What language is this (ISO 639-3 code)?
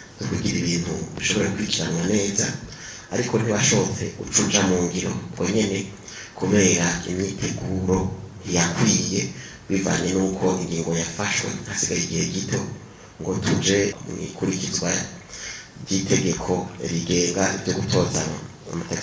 run